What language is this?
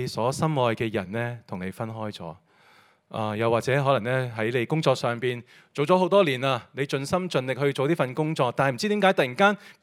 Cantonese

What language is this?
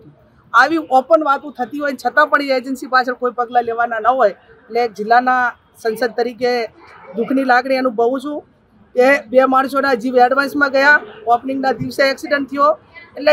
Gujarati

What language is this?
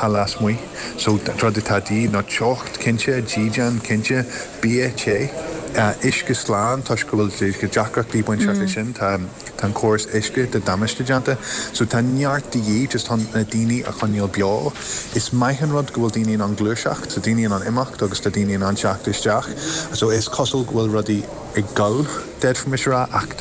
Irish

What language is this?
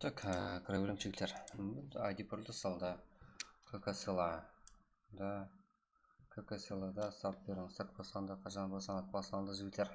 Kara-Kalpak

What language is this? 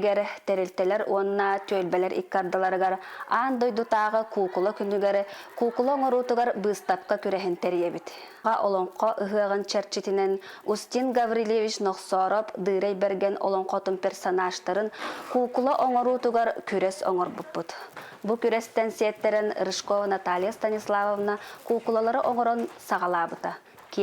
Yakut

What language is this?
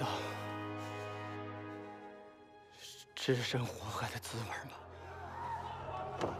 Chinese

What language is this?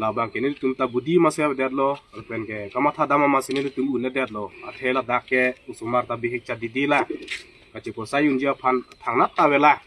Karbi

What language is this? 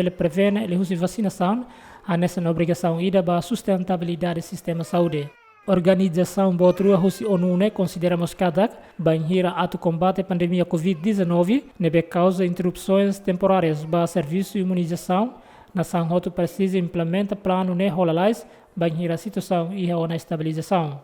Tetum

